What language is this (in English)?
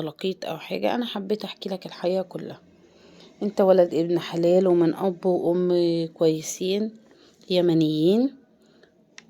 Egyptian Arabic